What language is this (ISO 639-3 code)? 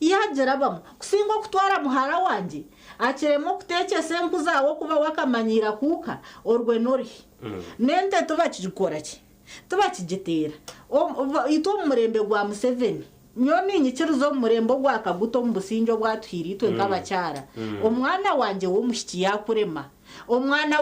nyn